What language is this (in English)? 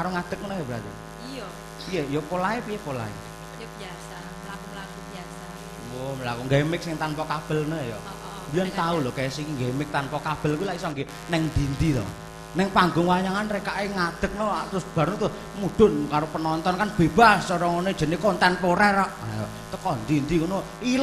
Javanese